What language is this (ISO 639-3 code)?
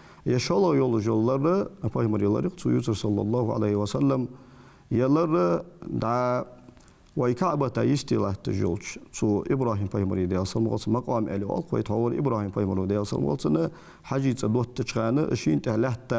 inh